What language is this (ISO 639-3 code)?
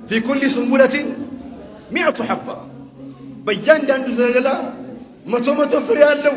amh